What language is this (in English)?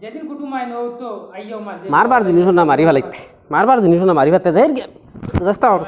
Sylheti